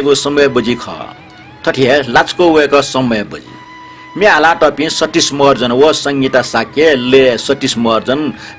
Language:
Newari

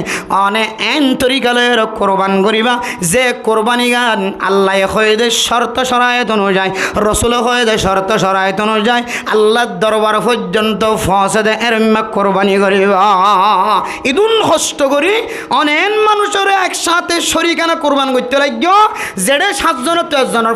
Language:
Rohingya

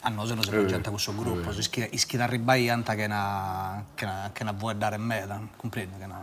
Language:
Sardinian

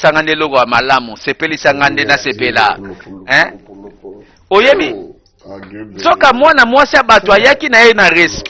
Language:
Lingala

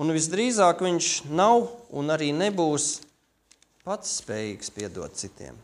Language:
Latvian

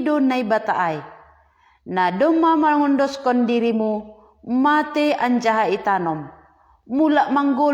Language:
Batak Simalungun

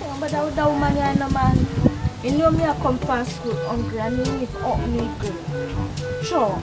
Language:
Jamaican Creole English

